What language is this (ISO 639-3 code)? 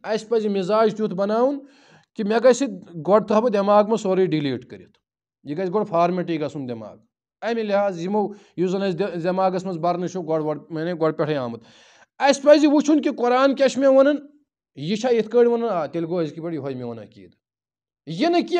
kas